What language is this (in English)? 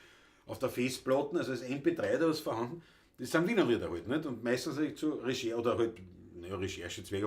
Bavarian